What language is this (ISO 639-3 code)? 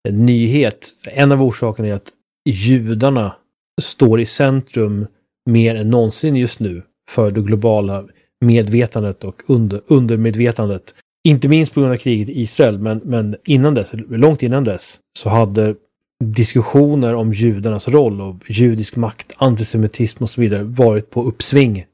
swe